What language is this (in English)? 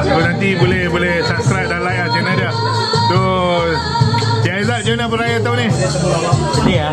Malay